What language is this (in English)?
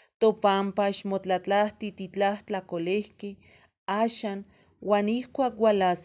Eastern Huasteca Nahuatl